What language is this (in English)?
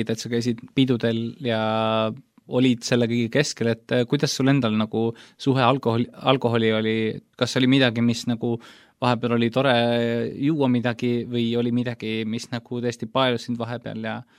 Estonian